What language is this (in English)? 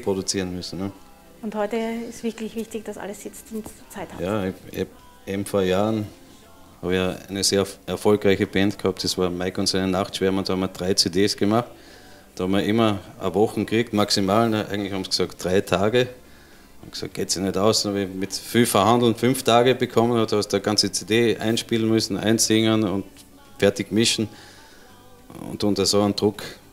German